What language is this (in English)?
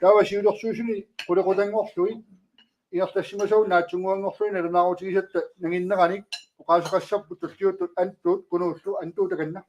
Kalaallisut